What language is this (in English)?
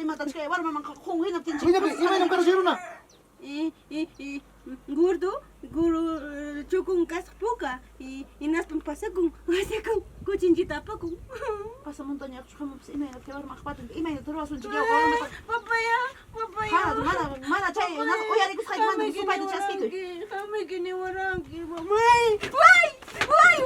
Ayacucho Quechua